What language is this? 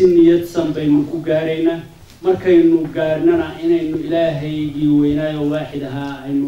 Somali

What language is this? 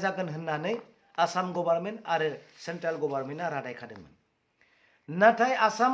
Bodo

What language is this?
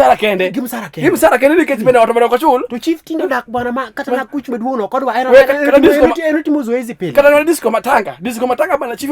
Luo (Kenya and Tanzania)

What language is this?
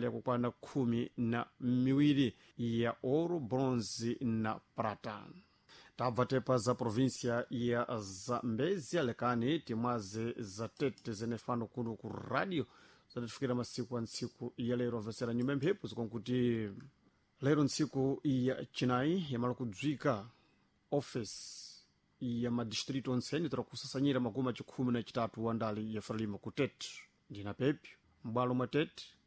Sena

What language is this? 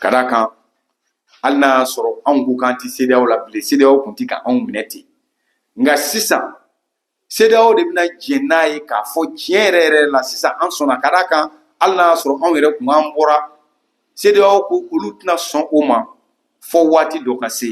Bambara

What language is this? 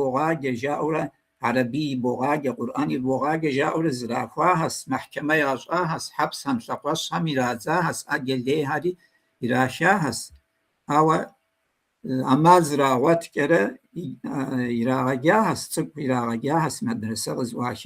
Kabardian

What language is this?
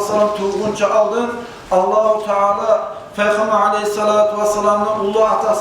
Kumyk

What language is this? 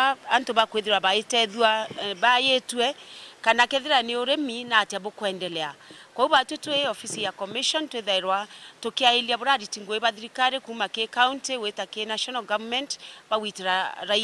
Meru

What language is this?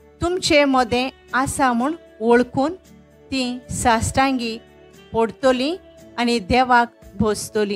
Konkani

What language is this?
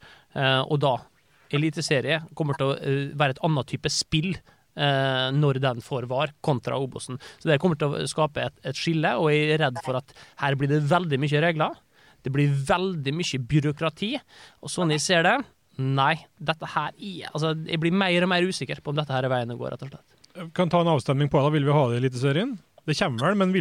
Norwegian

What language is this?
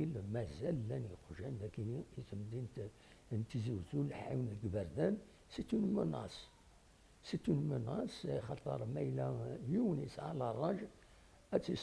Kabyle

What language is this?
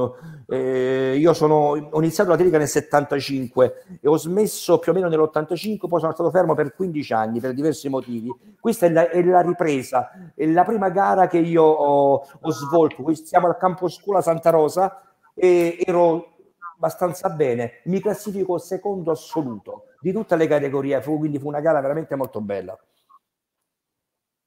Italian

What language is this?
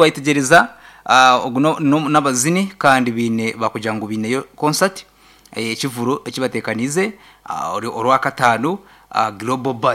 Nyankole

